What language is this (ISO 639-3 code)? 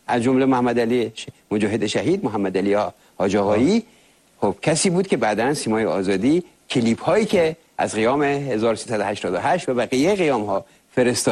fas